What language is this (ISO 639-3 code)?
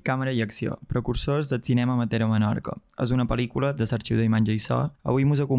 cat